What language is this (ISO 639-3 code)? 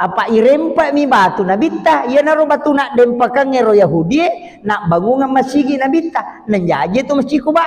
bug